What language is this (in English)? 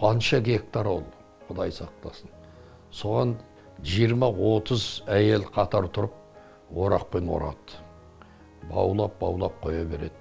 Kazakh